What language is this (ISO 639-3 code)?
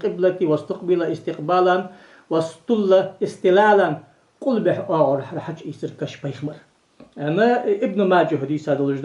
inh